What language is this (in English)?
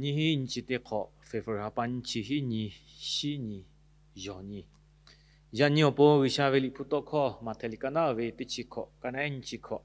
Lahu